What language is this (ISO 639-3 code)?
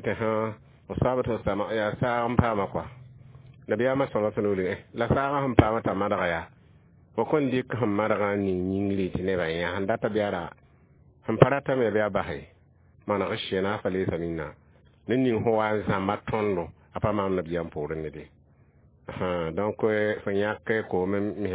mos